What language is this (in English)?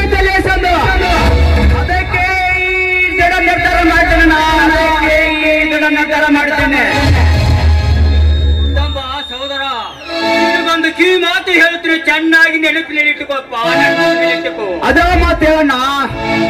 Kannada